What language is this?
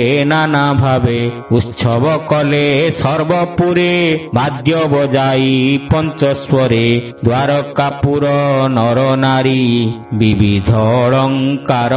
Odia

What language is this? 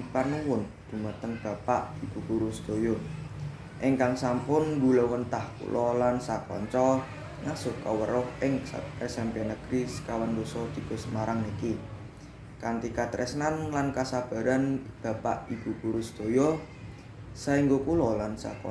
Javanese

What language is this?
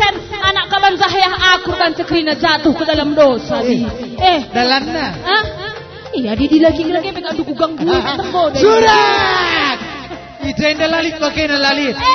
Batak Karo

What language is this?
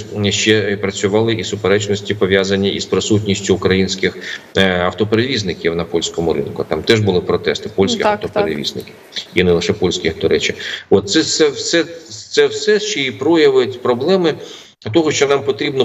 Ukrainian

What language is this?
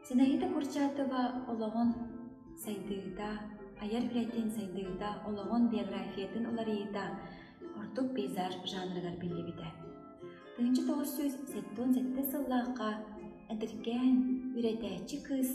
Yakut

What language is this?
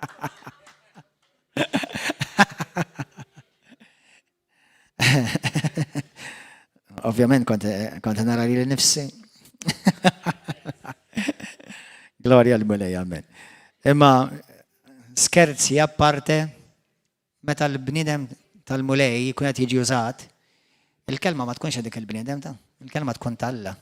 Maltese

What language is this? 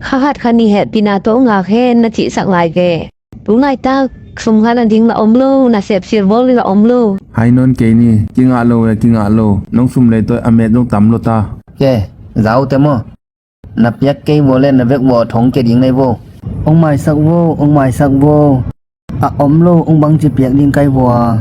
Tedim Chin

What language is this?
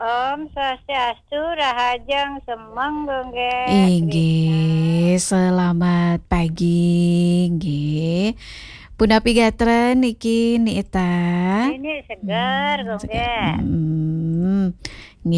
Balinese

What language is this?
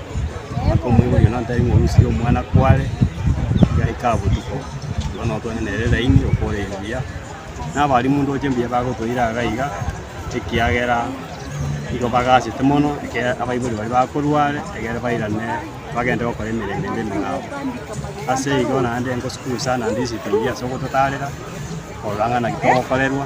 Gusii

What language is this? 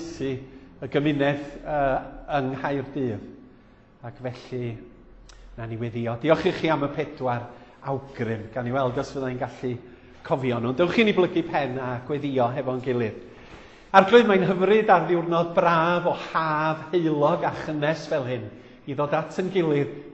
Welsh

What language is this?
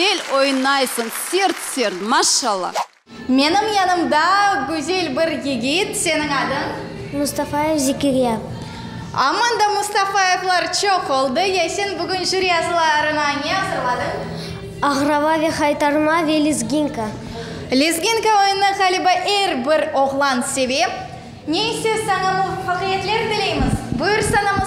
Crimean Tatar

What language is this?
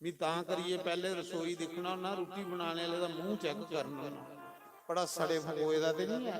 Dogri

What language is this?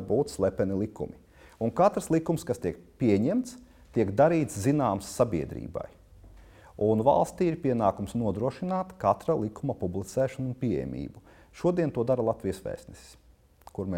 Latvian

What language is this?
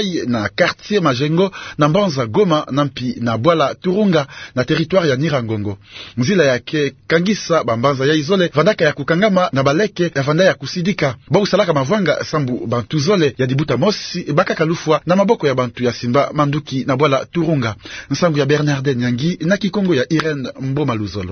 Kituba (Democratic Republic of Congo)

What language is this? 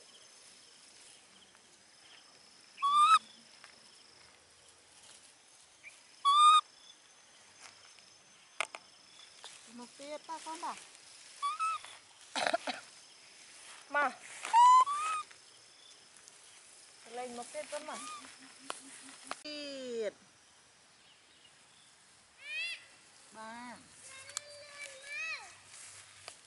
Vietnamese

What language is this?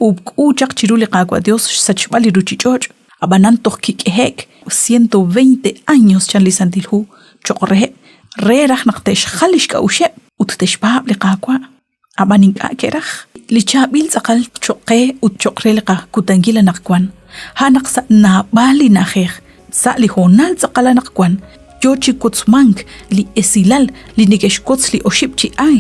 Kekchí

